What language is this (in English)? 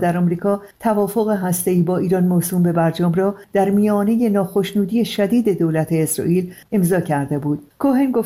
Persian